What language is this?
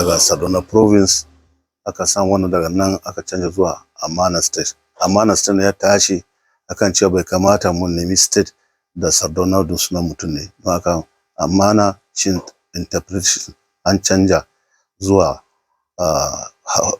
Hausa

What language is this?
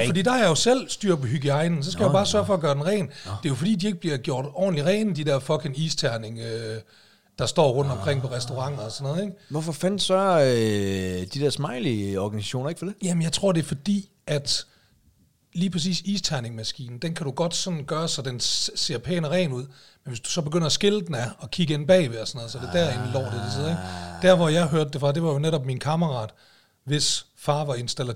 Danish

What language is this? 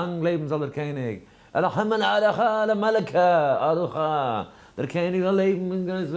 Yiddish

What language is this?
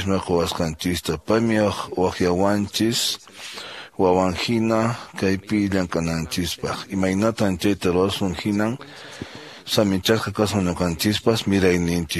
Quechua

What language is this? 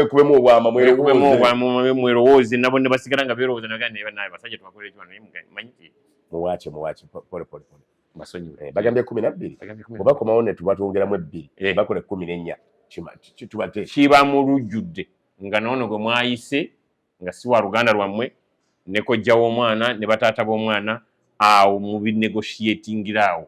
Ganda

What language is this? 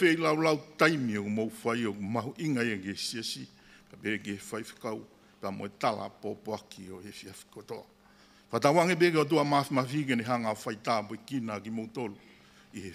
Tongan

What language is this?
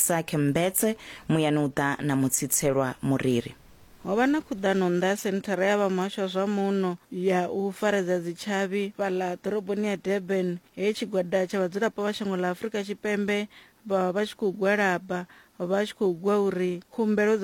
Venda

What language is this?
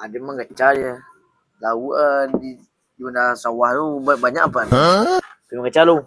Minangkabau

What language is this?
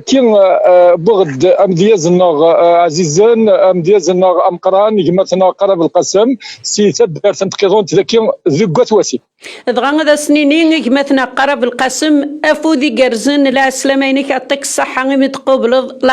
Kabyle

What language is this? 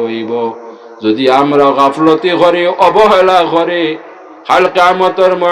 Sylheti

